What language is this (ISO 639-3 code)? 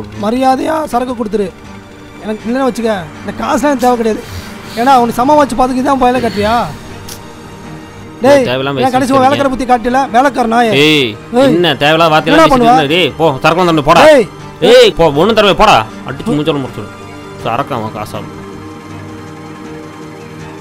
tam